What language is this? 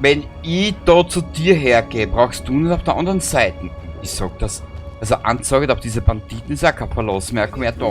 Bavarian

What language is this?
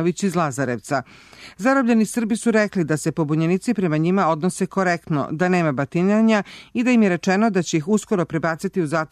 Serbian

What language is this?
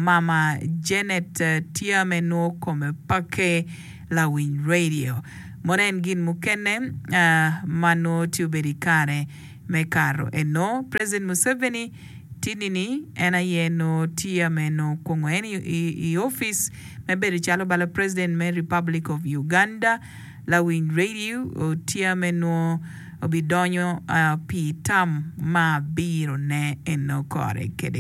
Acoli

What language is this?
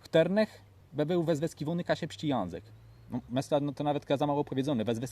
Kashubian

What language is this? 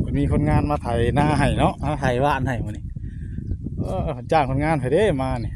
Northeastern Thai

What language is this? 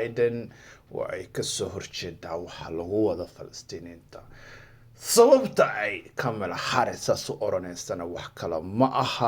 Somali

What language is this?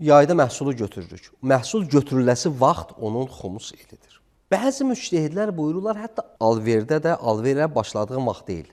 Azerbaijani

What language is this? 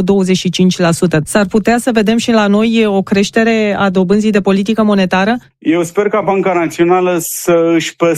Romanian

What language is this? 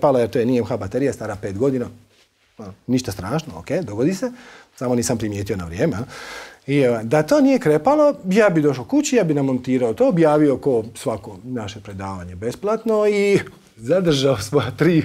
Croatian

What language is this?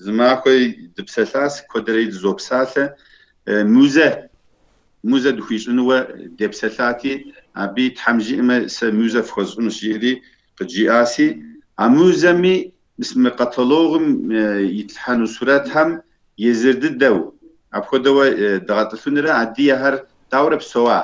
Kabardian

